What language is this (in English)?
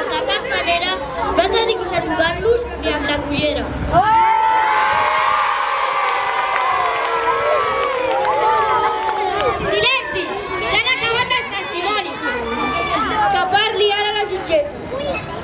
Catalan